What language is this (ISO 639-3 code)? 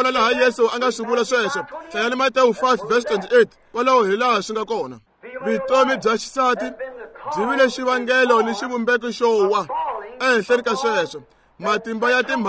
tso